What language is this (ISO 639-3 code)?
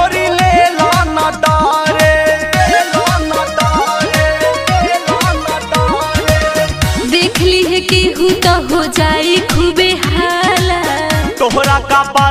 bho